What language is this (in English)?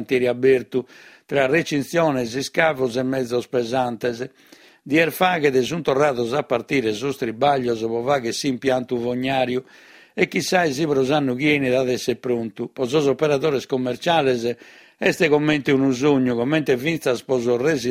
Sardinian